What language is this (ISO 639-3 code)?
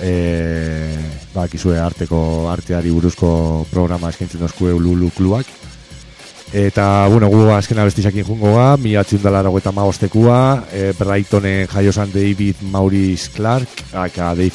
eus